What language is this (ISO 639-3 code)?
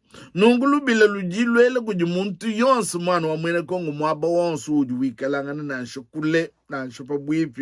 lua